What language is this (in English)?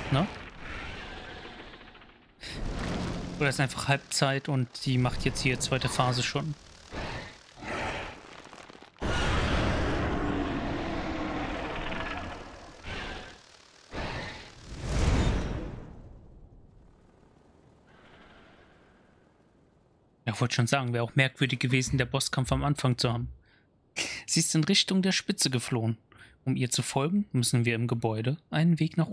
German